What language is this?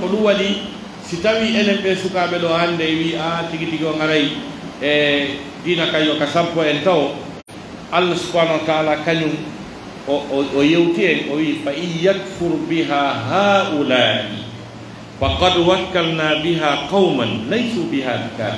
Pular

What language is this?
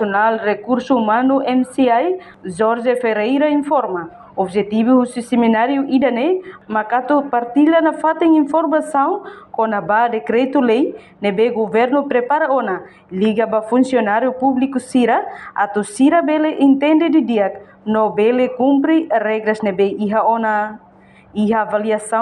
Tetum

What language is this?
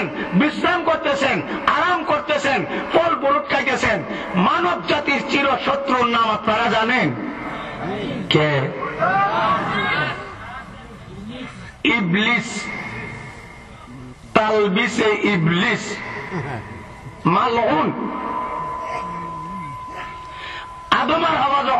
Bangla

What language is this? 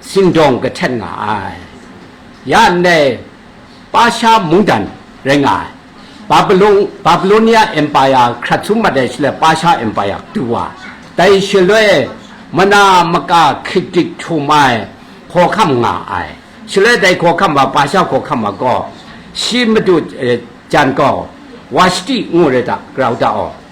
Kachin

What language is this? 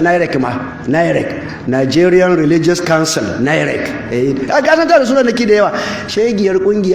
Hausa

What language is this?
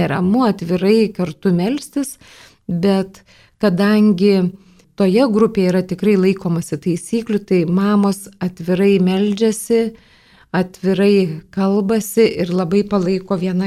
Lithuanian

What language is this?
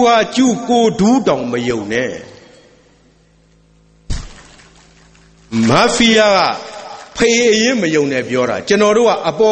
Burmese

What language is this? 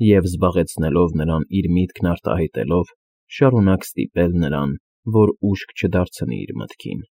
Armenian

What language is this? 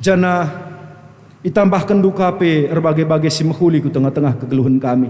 Batak Karo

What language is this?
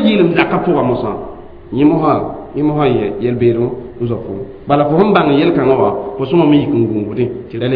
Mossi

